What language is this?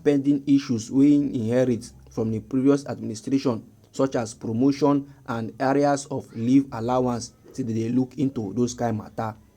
Nigerian Pidgin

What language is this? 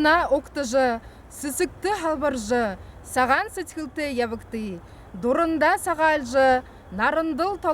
Buriat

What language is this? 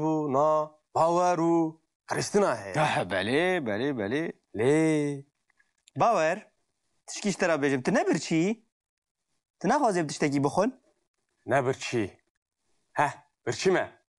Kurdish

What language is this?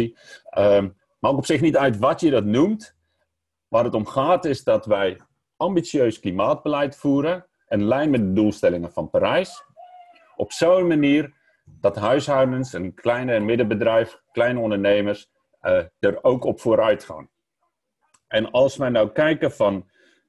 Dutch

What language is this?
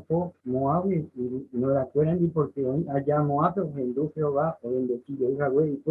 Guarani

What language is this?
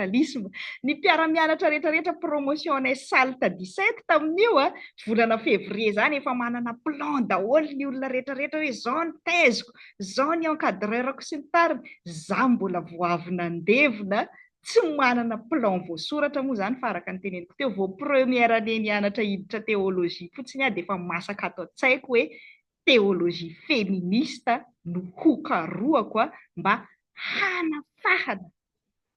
Malagasy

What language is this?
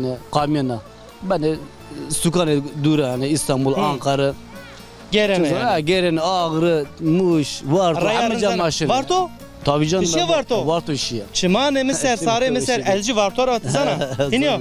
Zaza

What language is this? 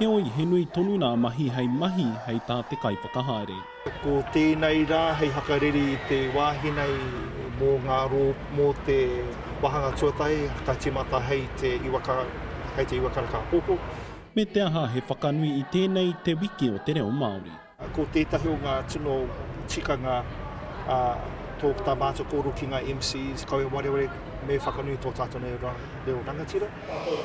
Māori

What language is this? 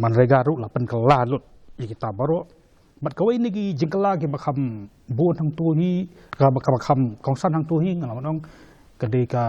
Khasi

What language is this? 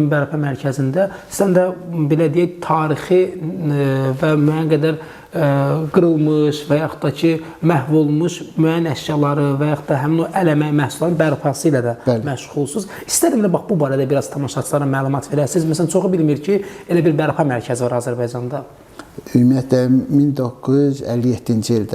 Azerbaijani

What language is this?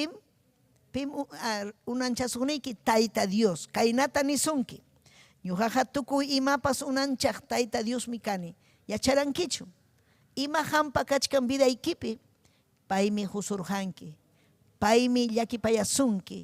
Ayacucho Quechua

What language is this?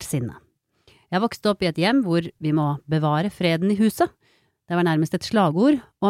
Norwegian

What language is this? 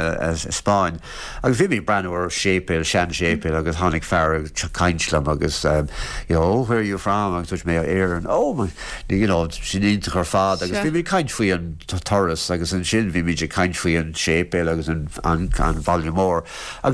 Irish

